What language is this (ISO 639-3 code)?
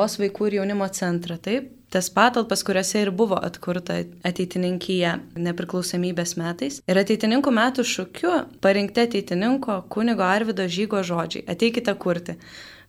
lit